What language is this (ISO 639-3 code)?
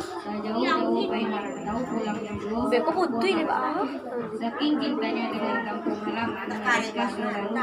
min